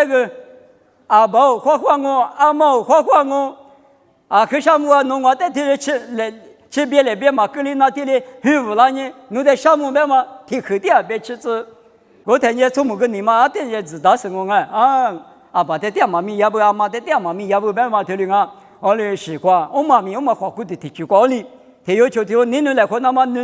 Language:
Lisu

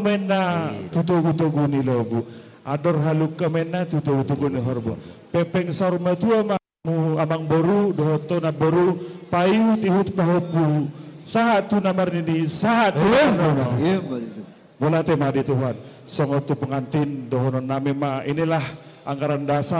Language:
Batak Toba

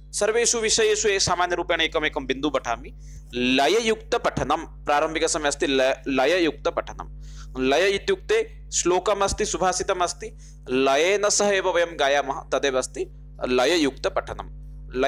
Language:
Sanskrit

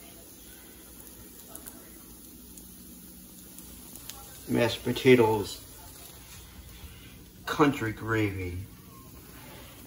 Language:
English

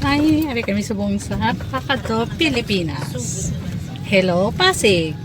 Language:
Hiligaynon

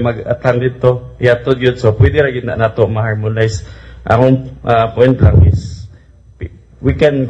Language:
Cebuano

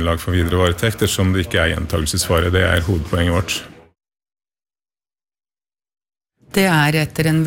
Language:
Norwegian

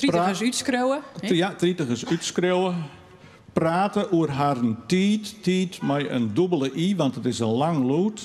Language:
Western Frisian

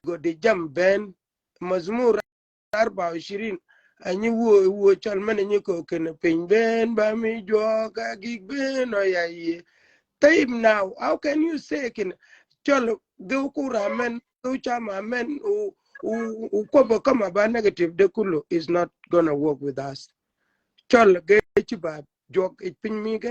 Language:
Shilluk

